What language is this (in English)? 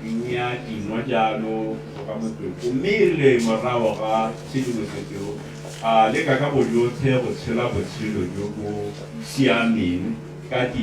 Tswana